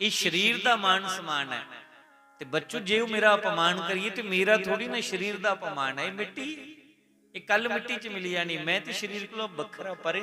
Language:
Dogri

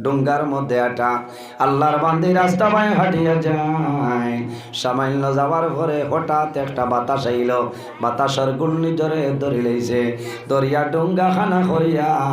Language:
Sylheti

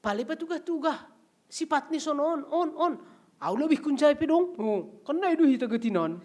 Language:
Batak Simalungun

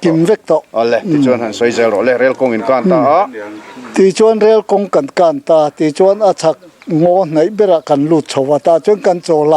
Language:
Mizo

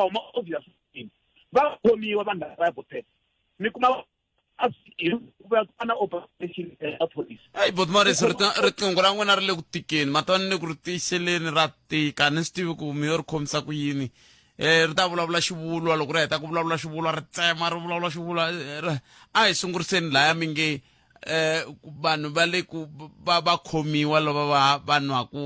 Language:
Tsonga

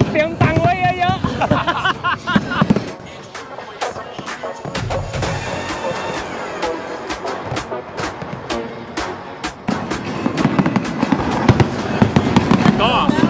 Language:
Thai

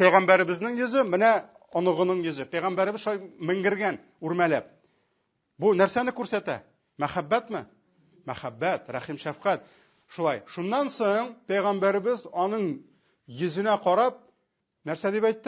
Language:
Tatar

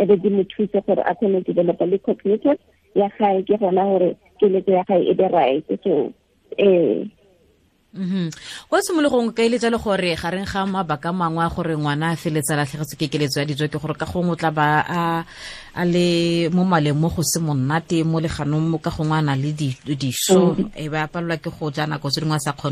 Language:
Tswana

